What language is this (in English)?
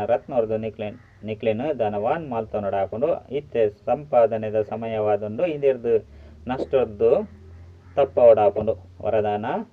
Tulu